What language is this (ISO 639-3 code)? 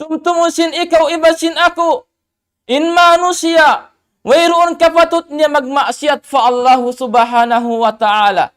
tsg